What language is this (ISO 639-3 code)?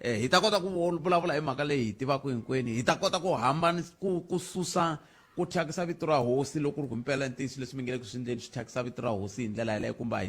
tso